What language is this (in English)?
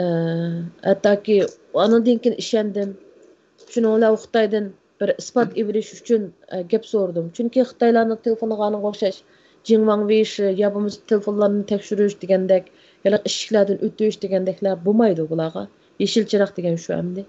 Uyghur